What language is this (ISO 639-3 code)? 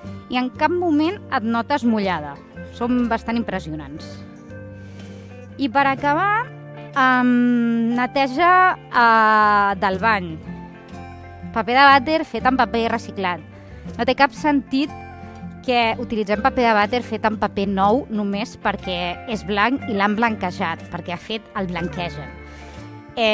cat